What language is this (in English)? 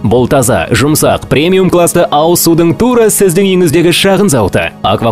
Kazakh